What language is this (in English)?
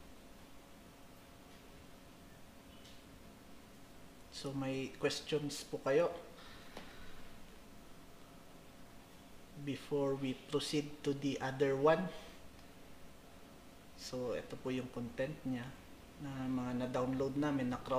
Filipino